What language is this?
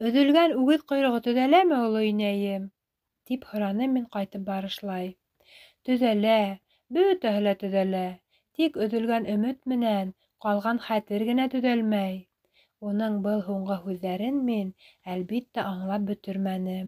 Bashkir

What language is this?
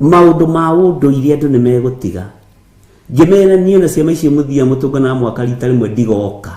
Kikuyu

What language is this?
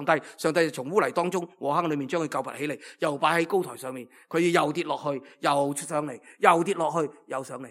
Cantonese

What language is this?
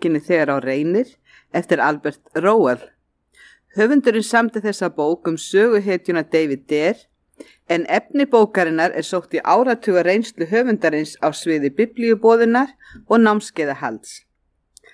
Icelandic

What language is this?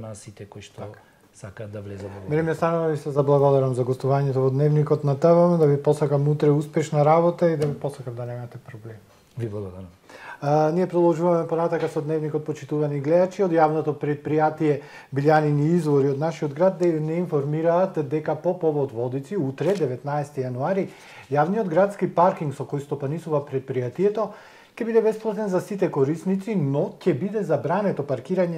Macedonian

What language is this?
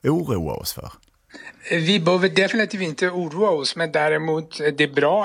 Swedish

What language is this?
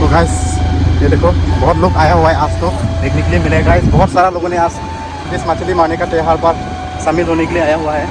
Karbi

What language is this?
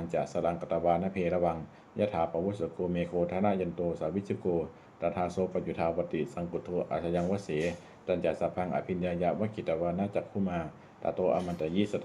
Pali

